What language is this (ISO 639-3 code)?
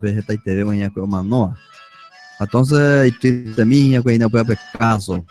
grn